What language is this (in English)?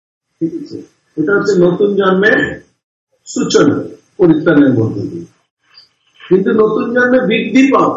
Bangla